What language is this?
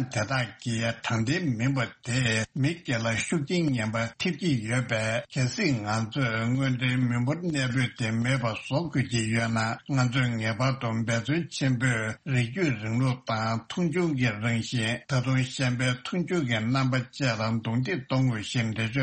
Tibetan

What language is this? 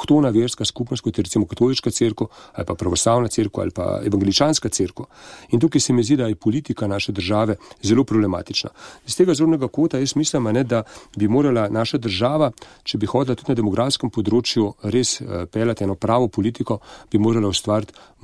Slovenian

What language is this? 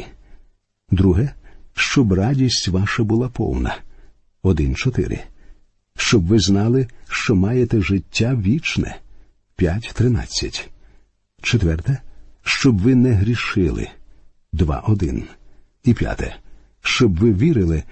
Ukrainian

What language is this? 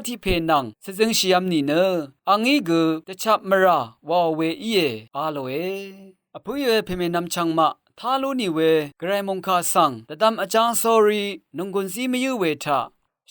Rawang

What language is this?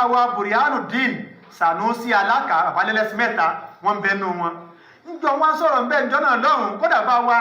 Yoruba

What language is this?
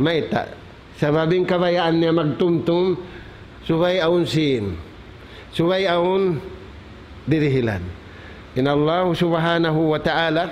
Tausug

